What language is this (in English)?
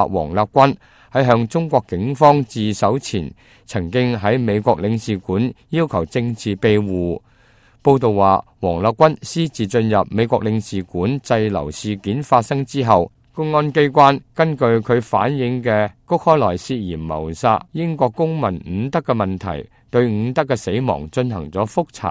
Cantonese